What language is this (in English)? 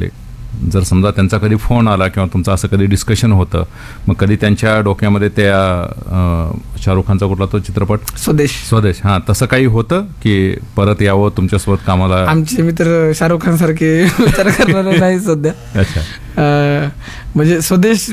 Marathi